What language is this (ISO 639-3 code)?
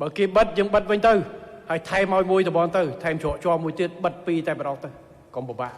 khm